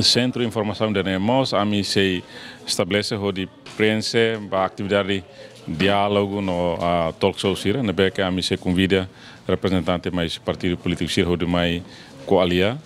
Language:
Tetum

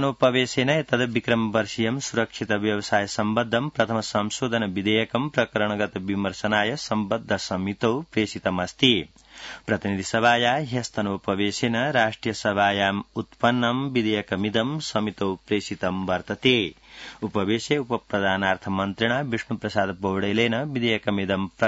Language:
Sanskrit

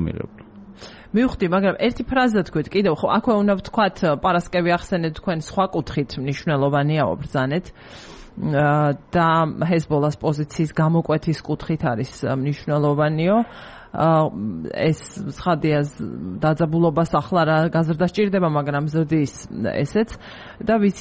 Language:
Georgian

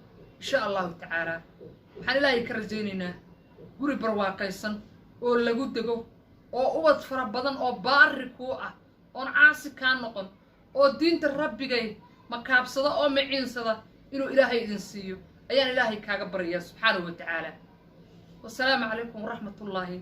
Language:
Somali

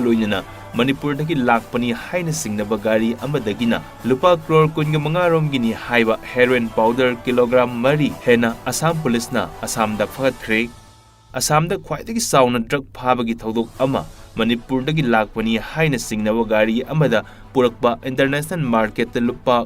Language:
Manipuri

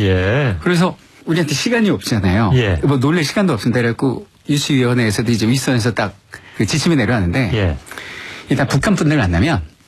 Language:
Korean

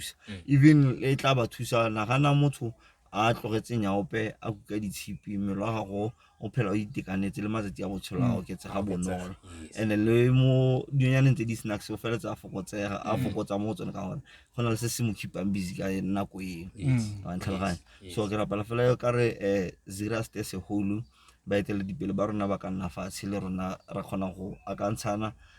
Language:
Tswana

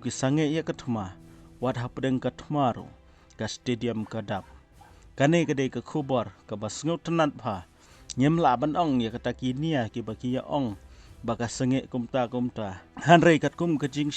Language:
Khasi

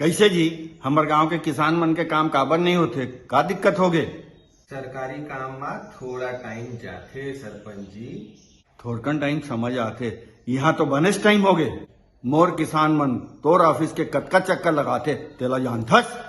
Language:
Chhattisgarhi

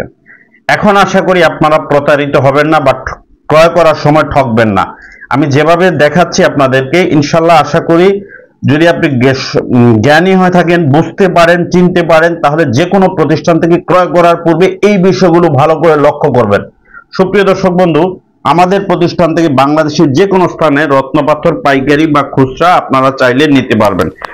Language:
Bangla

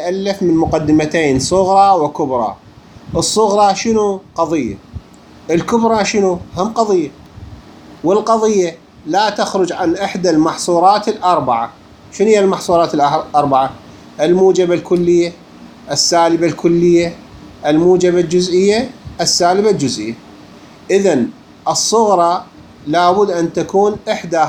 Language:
Mesopotamian Arabic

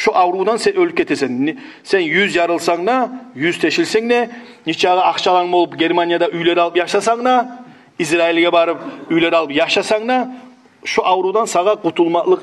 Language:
Kumyk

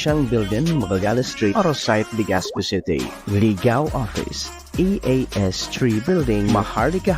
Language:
Bikol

